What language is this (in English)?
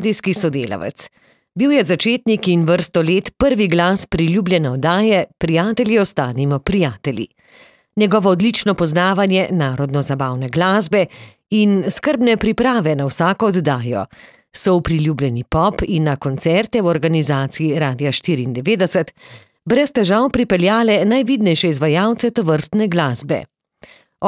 Slovenian